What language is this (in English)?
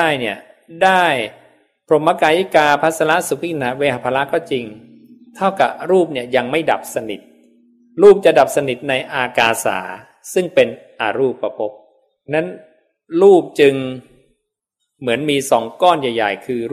Thai